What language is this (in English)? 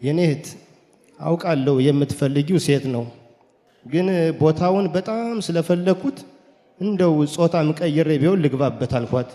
Amharic